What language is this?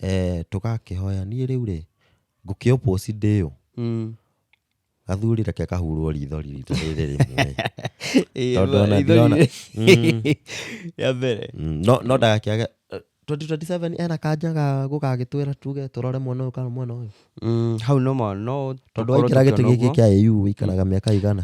Kikuyu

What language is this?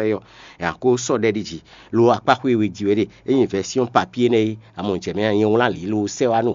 Fon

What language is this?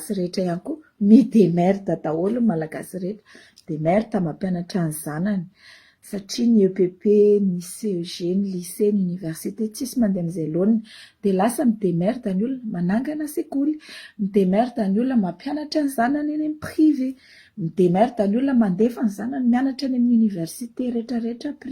Malagasy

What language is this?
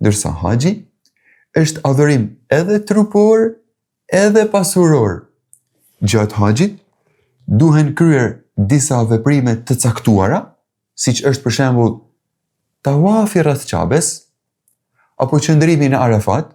Albanian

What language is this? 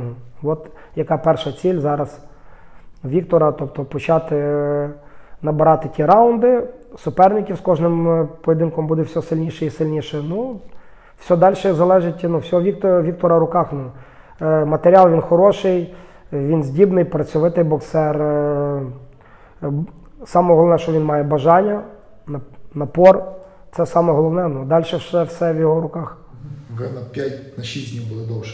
Ukrainian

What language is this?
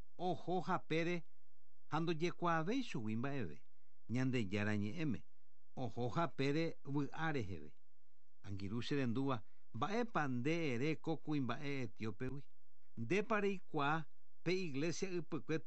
Guarani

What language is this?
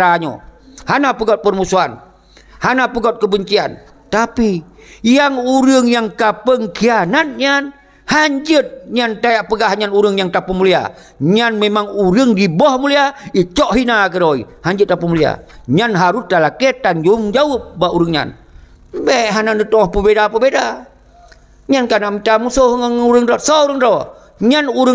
Achinese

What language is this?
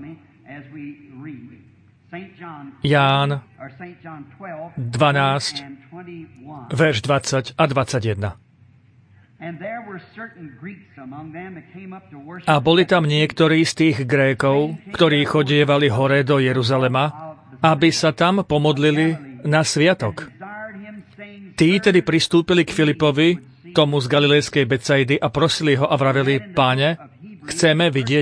Slovak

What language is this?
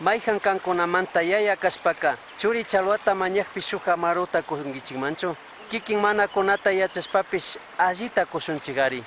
Chimborazo Highland Quichua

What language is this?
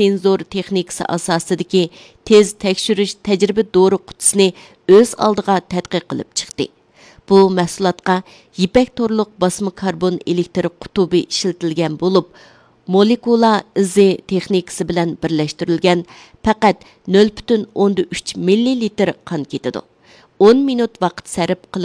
Uyghur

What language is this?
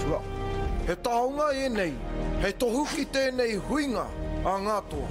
Māori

